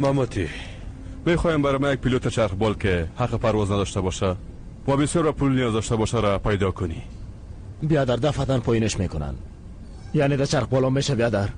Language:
Persian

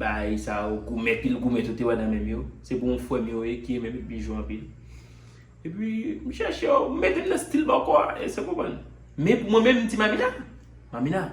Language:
Haitian Creole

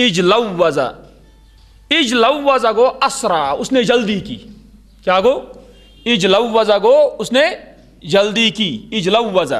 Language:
Kashmiri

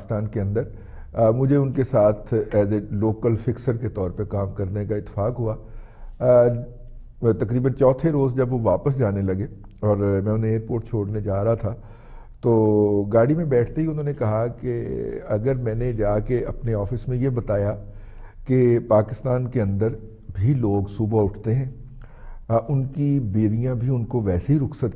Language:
Urdu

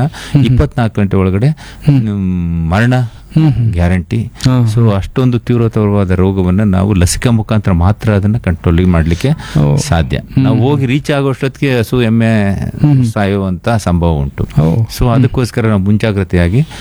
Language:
Kannada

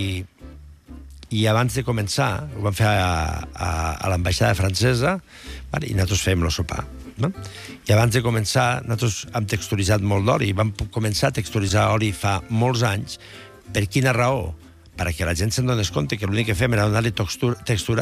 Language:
Catalan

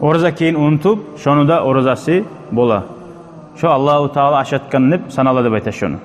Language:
Kumyk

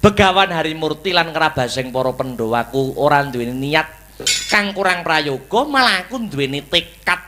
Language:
Javanese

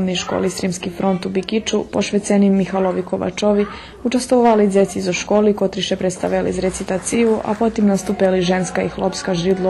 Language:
Rusyn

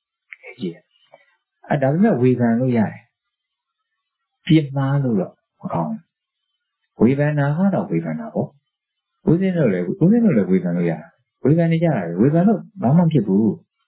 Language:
Burmese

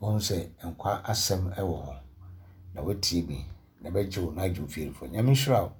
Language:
Akan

